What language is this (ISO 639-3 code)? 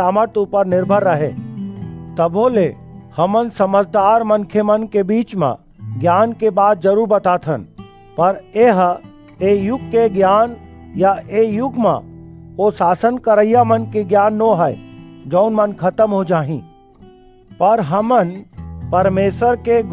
hne